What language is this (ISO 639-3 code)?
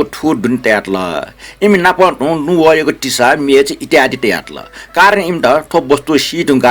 new